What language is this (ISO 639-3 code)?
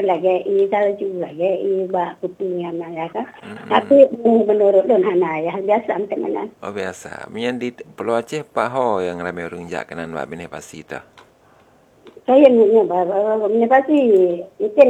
msa